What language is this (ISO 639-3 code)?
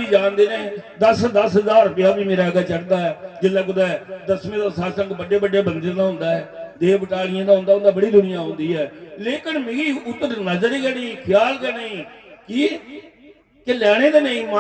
doi